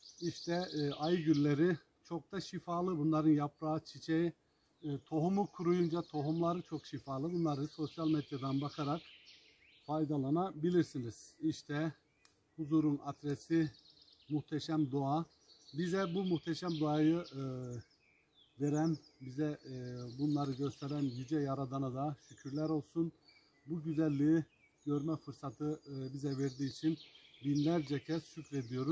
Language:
Turkish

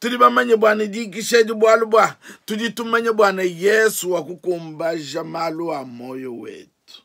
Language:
Luba-Lulua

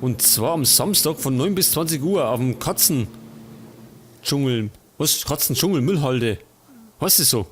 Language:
Bavarian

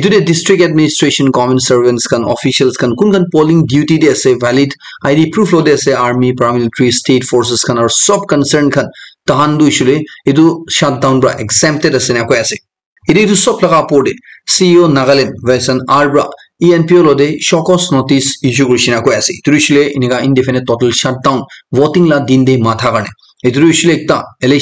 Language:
Naga Pidgin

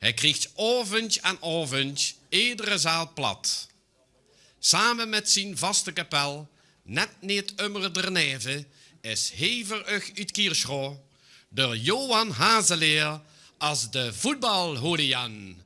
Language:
Limburgish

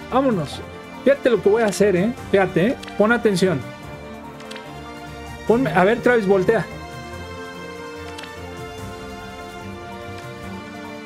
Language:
Spanish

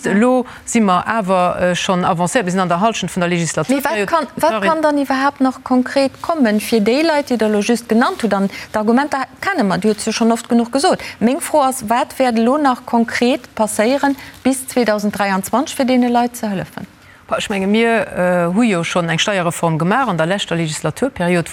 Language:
Luxembourgish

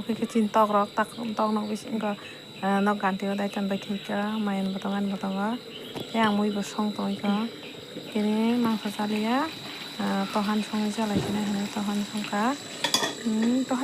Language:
Kok Borok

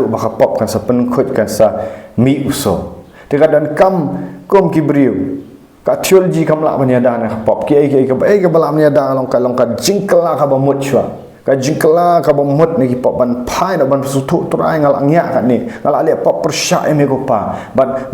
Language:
Khasi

